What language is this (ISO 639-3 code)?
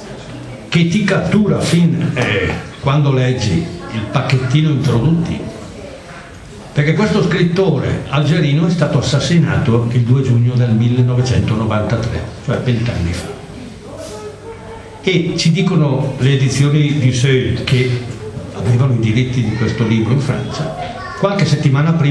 ita